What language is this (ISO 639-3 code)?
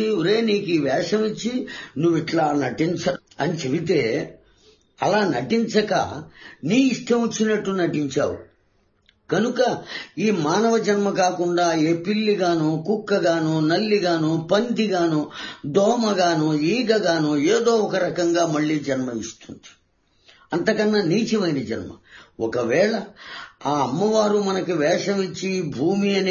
tel